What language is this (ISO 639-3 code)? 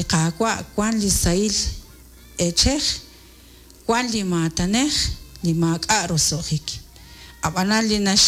kek